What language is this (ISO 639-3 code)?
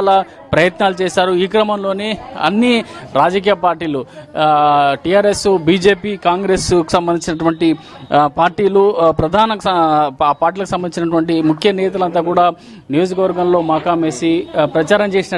tel